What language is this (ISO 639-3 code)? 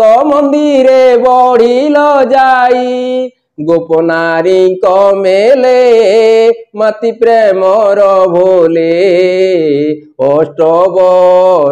ori